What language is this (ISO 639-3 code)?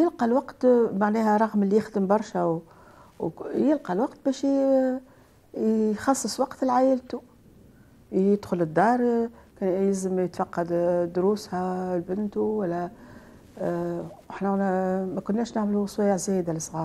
aeb